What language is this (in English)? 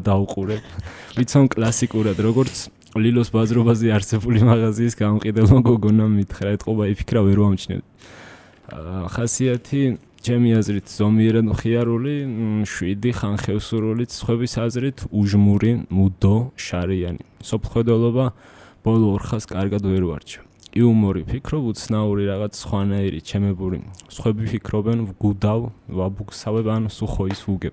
Georgian